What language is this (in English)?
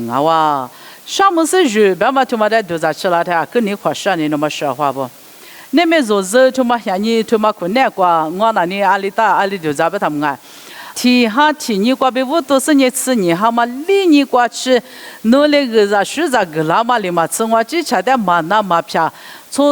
Lisu